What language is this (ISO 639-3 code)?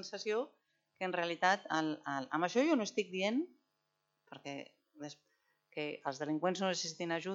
cat